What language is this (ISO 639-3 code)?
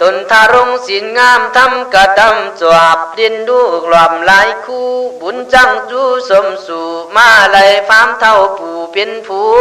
kkh